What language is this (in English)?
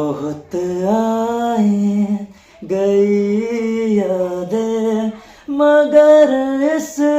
Riang (India)